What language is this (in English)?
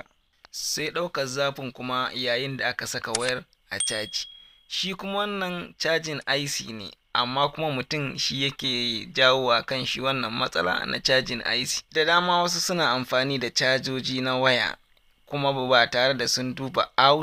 Hausa